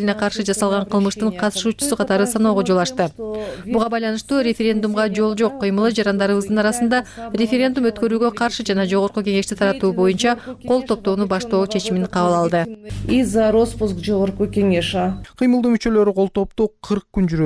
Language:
Kyrgyz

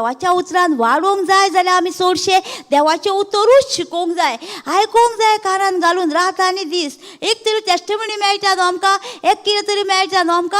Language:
Konkani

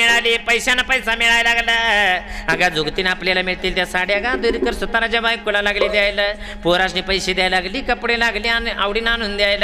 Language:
Marathi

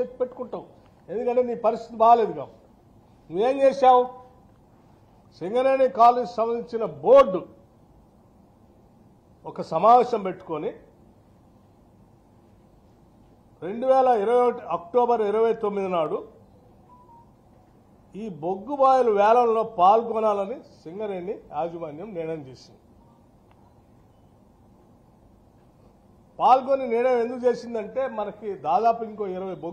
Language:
Telugu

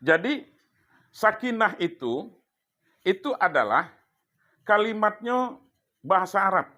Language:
Minangkabau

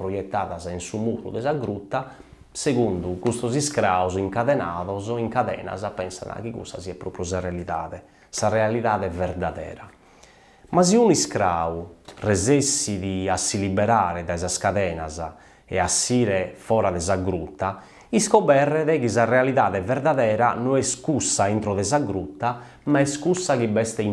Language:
Sardinian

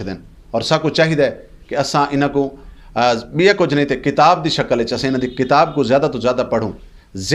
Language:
Saraiki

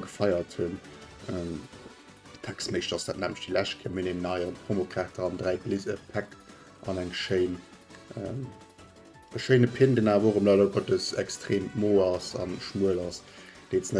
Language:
Luxembourgish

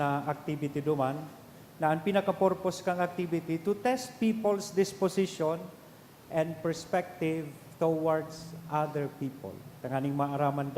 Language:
Bikol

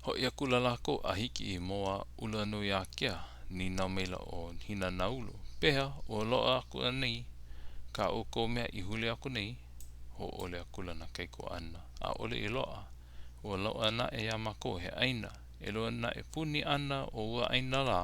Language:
Hawaiian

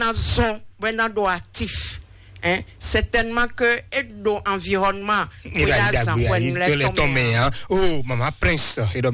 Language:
Fon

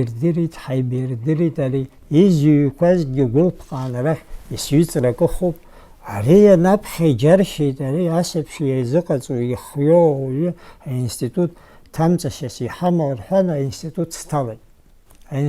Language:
Abkhazian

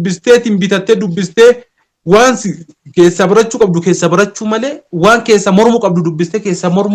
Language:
Oromo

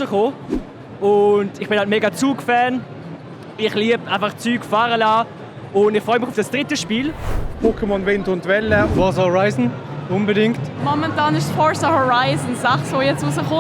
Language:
Swiss German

